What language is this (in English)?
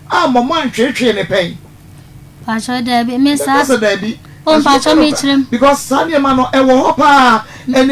Akan